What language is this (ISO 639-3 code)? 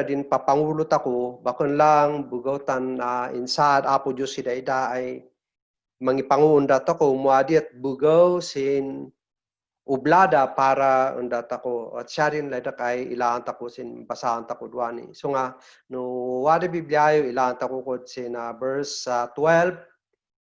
kne